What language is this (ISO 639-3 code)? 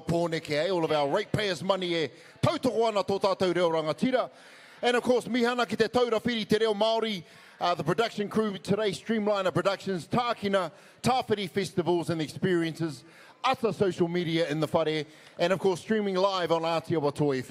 mri